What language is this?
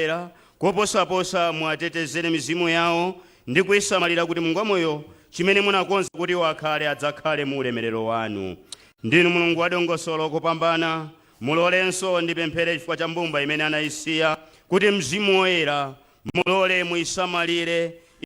Nyanja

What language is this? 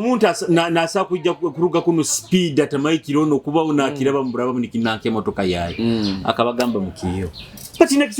Nyoro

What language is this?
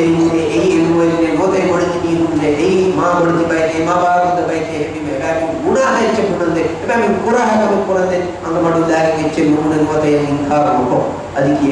Divehi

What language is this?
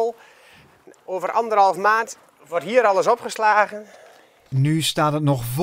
Dutch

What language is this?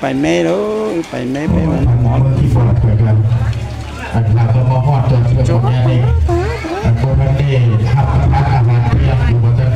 Lao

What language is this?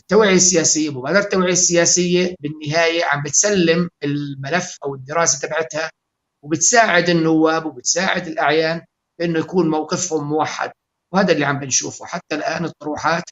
North Levantine Arabic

